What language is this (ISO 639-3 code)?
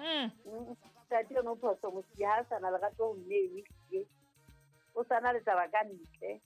sot